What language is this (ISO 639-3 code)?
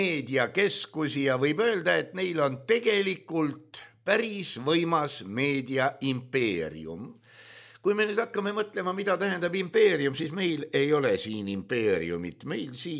est